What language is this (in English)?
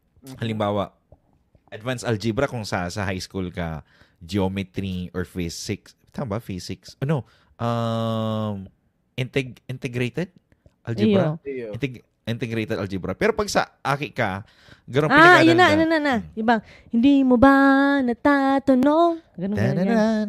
Bikol